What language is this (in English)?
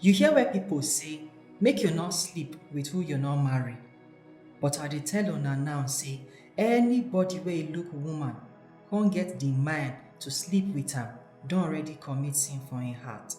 Nigerian Pidgin